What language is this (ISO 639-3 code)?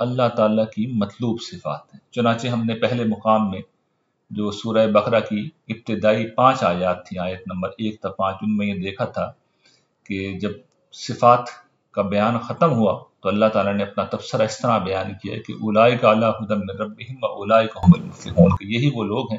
urd